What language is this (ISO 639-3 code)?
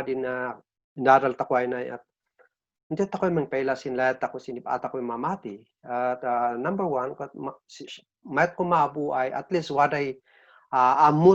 kne